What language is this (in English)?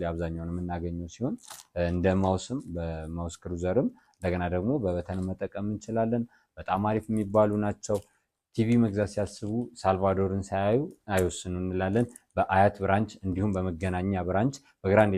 Amharic